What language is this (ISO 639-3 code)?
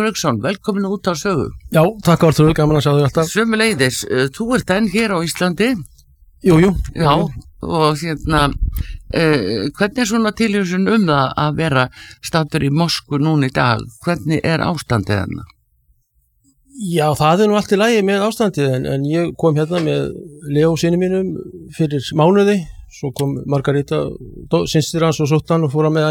isl